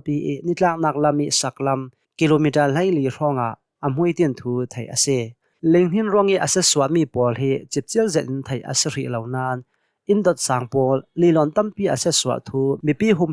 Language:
Hakha Chin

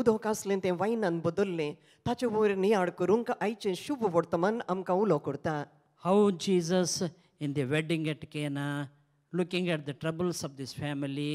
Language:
Konkani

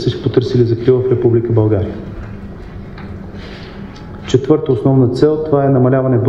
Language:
Bulgarian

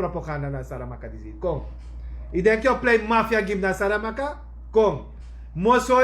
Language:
Sranan Tongo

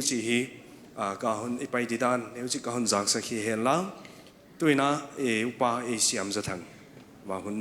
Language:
Paite Chin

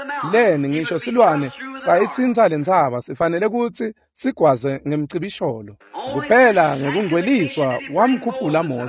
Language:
Swati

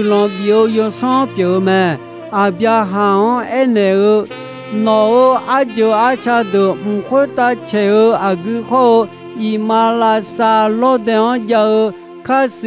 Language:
Akha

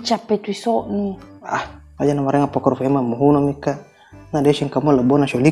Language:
Buginese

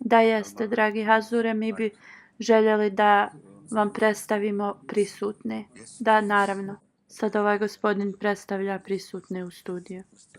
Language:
Bosnian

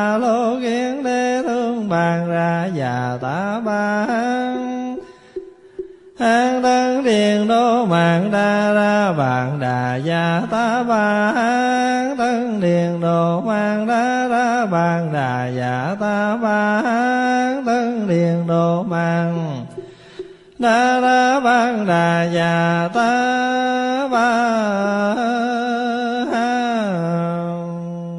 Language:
Vietnamese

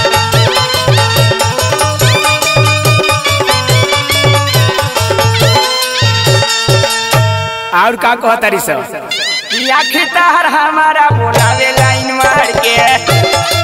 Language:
Bhojpuri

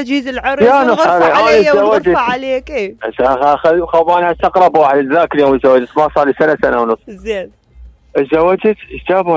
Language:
Mesopotamian Arabic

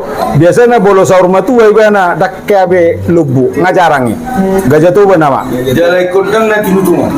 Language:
Batak Toba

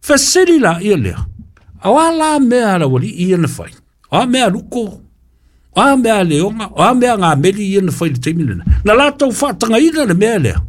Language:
Samoan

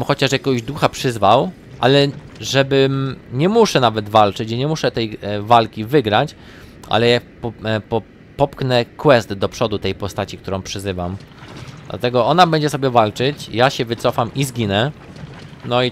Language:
Polish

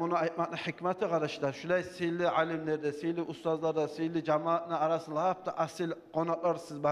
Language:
Kumyk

